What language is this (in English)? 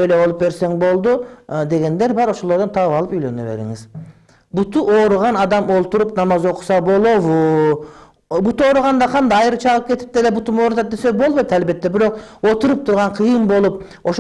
Kyrgyz